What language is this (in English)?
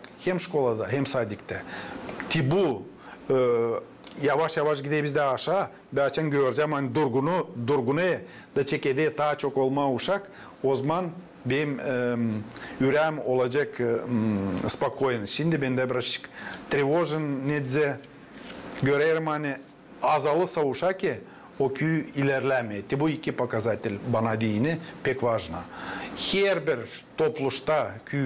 Gagauz